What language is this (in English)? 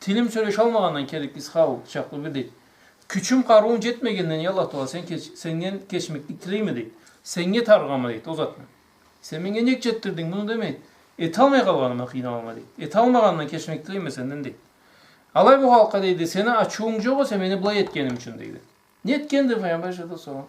Karachay-Balkar